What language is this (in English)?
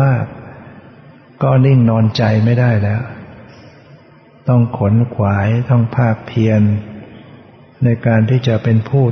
Thai